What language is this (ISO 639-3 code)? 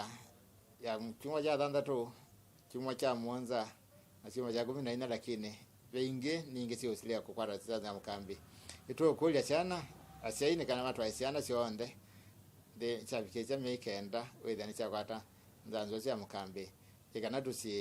kam